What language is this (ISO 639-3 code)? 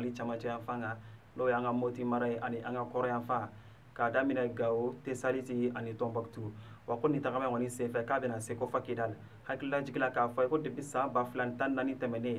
bam